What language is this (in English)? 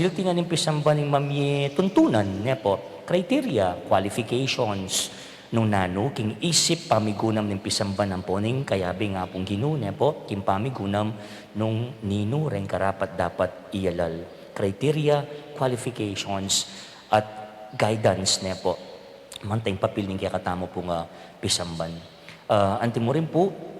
Pampanga